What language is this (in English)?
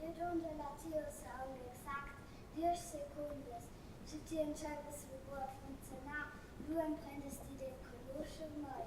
Romansh